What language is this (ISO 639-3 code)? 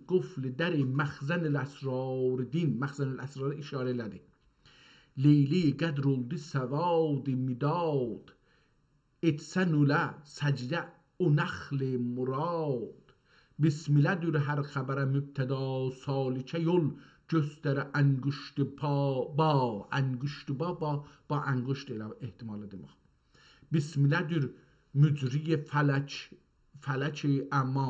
azb